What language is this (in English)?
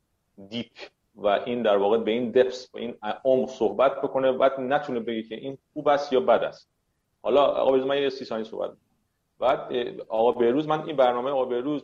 Persian